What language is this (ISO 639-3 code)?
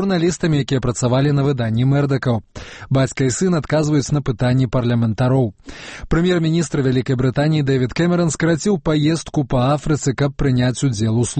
bel